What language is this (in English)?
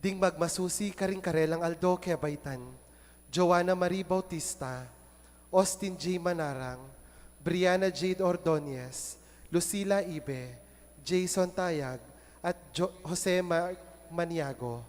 Pampanga